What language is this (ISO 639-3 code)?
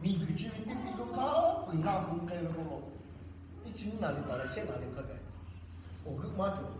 lhu